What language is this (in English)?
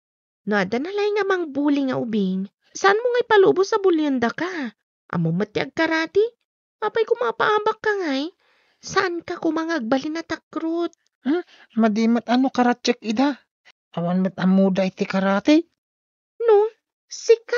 Iloko